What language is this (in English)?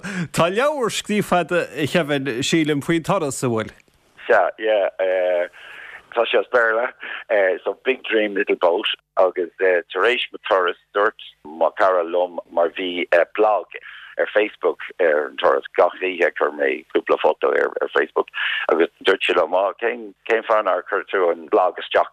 Irish